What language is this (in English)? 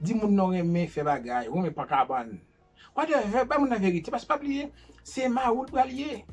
Haitian Creole